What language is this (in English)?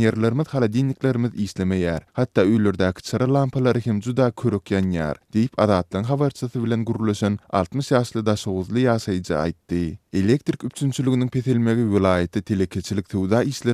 Turkmen